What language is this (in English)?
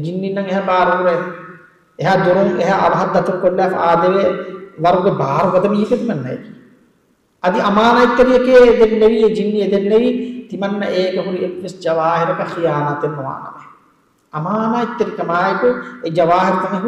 Divehi